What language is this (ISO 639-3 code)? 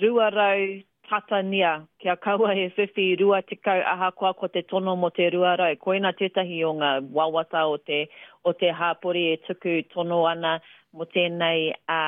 mri